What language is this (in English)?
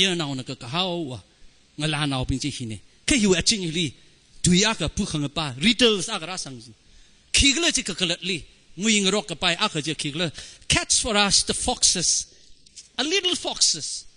Tangkhul Naga (India)